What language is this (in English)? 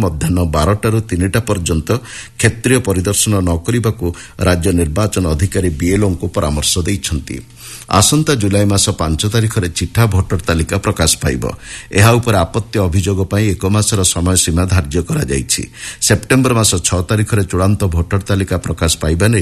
Odia